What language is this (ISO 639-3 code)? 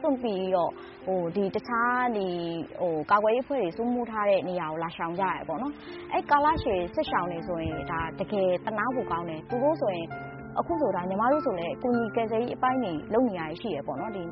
mya